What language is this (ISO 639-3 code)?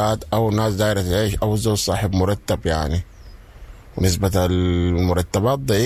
apd